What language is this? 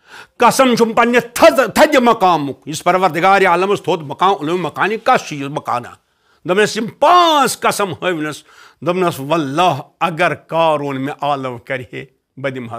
Kashmiri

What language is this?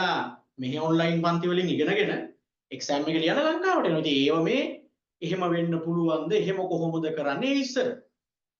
Sinhala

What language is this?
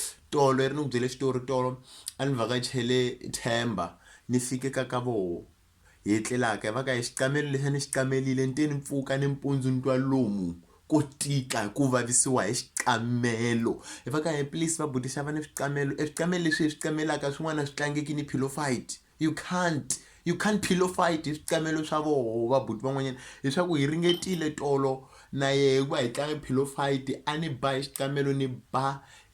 Tsonga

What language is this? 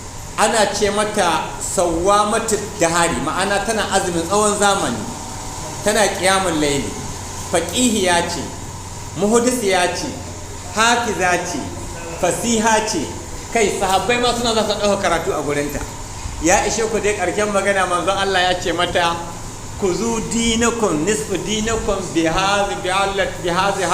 Hausa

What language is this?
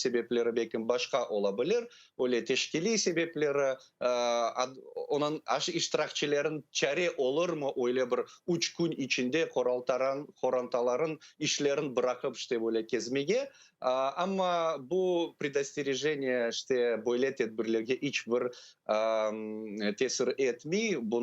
Crimean Tatar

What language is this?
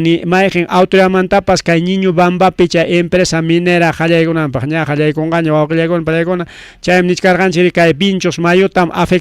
Ayacucho Quechua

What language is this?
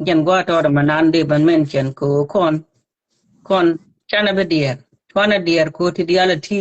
Nuer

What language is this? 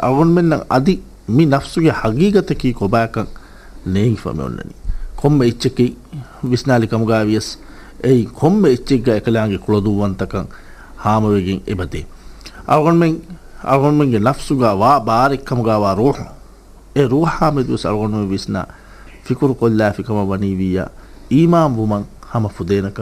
Divehi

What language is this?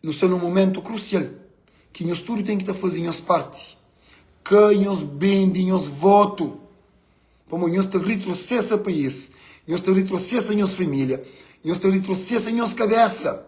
Kabuverdianu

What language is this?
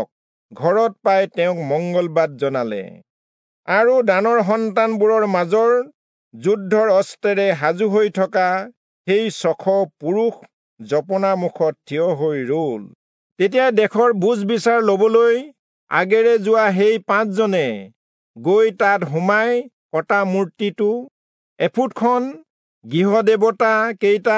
Assamese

